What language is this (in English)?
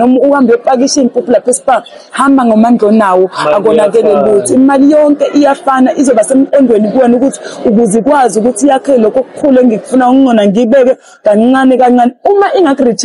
Zulu